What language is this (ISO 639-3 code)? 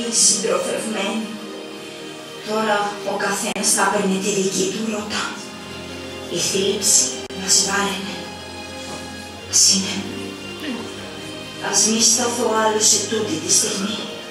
ell